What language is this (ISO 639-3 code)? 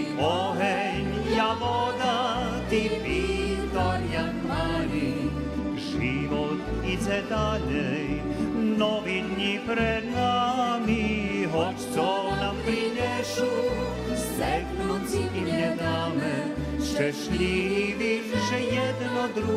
rue